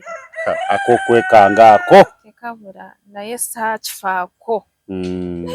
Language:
Ganda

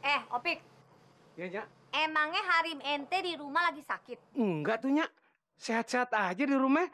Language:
Betawi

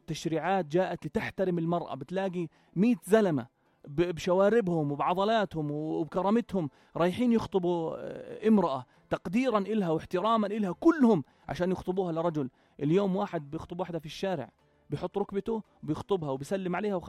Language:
North Levantine Arabic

